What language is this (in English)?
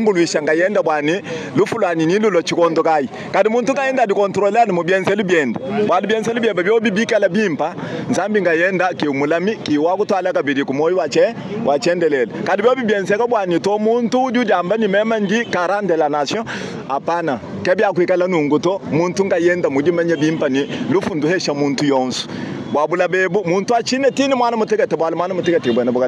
Luba-Lulua